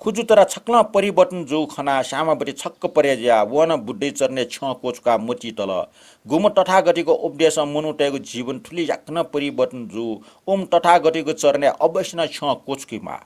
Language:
Newari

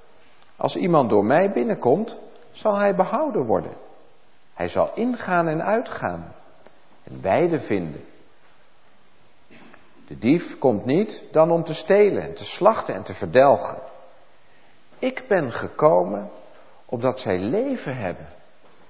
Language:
Dutch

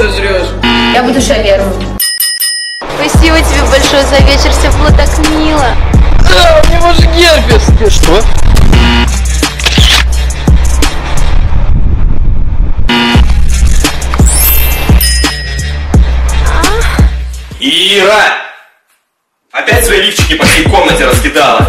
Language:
Russian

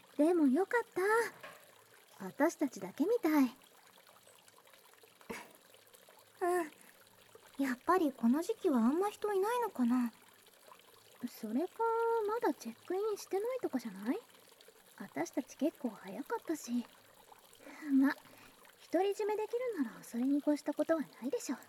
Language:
Japanese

